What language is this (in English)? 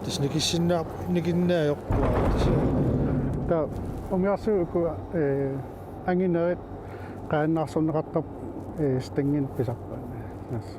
Kalaallisut